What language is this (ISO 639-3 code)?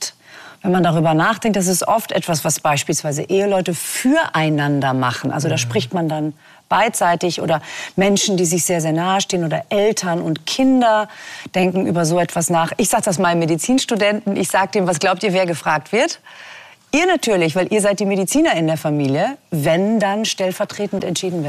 deu